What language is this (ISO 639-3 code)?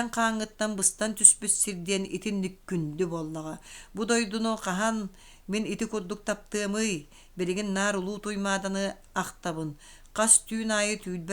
sah